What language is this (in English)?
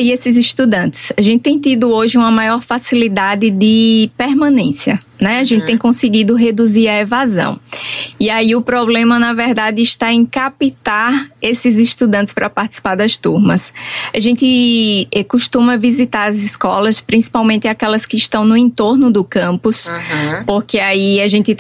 Portuguese